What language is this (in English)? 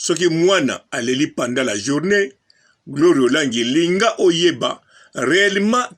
Lingala